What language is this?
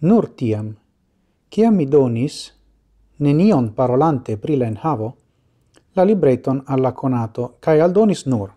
Esperanto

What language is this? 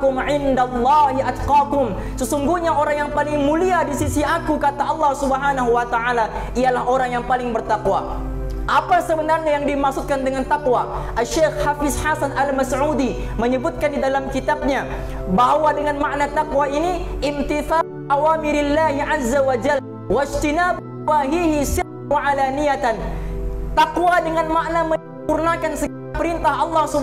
Malay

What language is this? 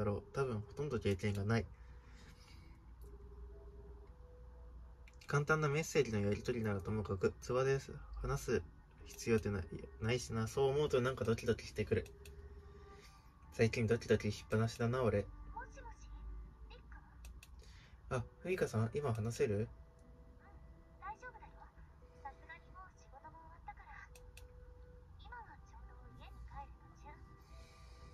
Japanese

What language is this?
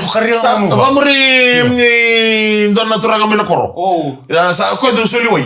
Fijian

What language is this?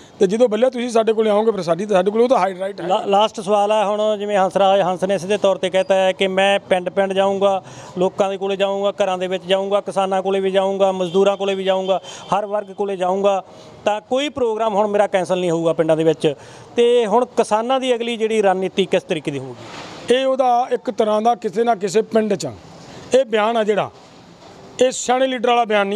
Punjabi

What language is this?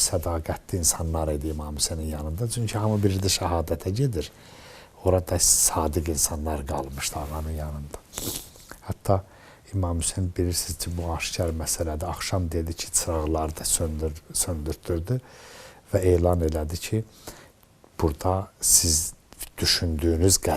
Azerbaijani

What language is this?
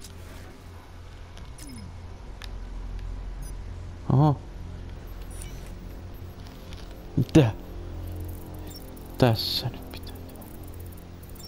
Finnish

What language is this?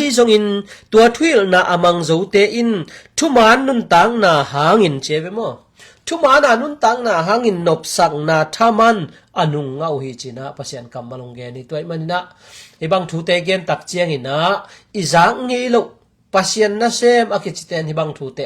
Tedim Chin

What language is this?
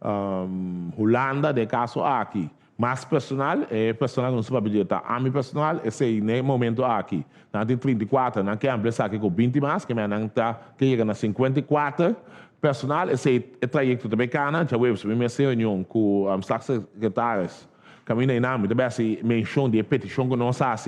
Papiamento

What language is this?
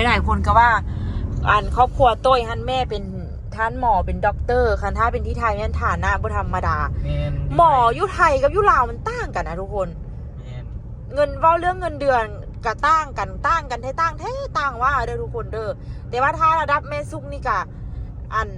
Lao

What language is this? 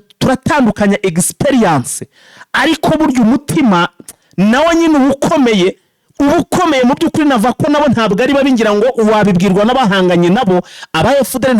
Kinyarwanda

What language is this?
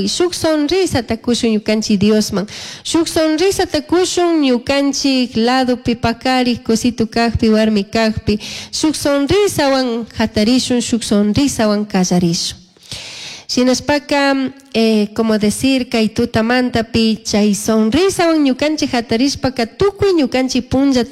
Chimborazo Highland Quichua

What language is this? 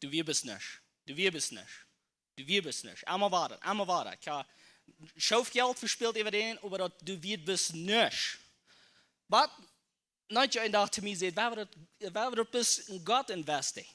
Plautdietsch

